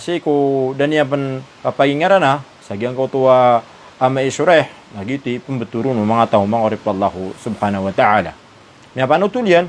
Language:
Maranao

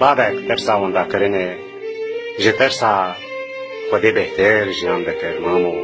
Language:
Kurdish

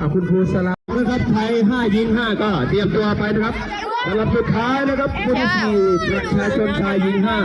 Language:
Lao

